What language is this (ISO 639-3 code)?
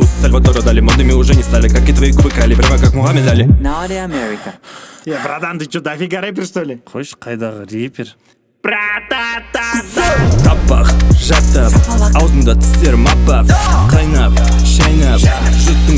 kaz